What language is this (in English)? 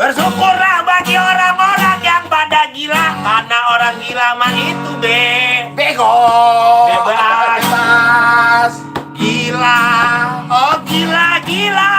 Betawi